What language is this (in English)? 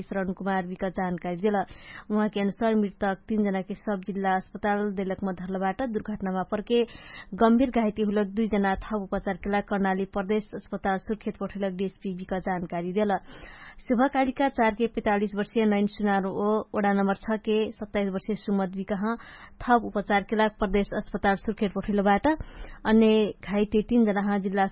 Dangaura Tharu